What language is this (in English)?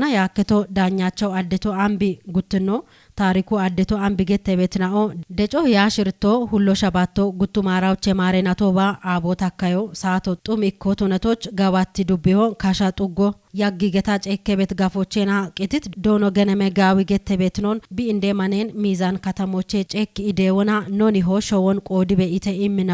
Kafa